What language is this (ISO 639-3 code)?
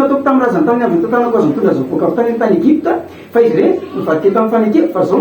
mlg